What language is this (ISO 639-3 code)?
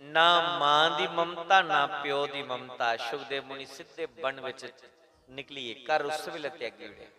doi